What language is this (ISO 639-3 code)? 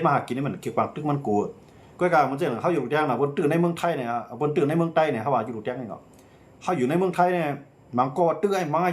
shn